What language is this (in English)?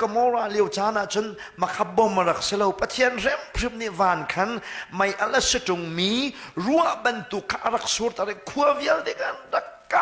Hakha Chin